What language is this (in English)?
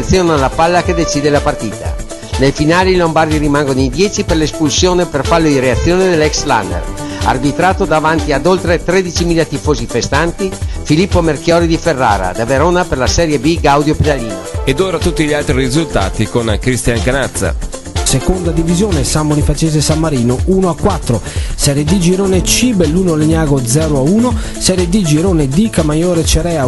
Italian